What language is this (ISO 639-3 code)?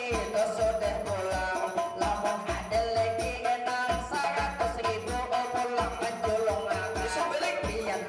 bjn